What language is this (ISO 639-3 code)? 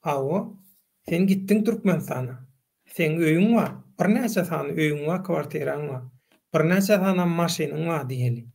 tuk